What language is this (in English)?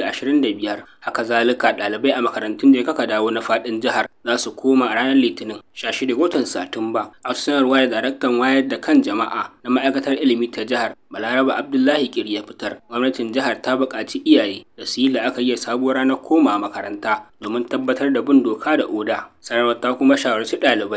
Hausa